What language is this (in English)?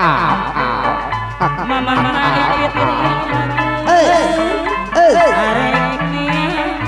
Sundanese